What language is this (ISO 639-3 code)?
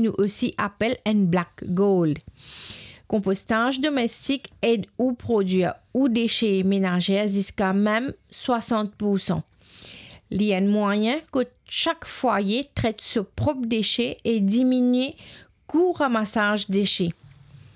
mfe